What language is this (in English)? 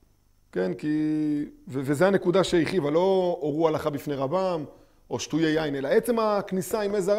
Hebrew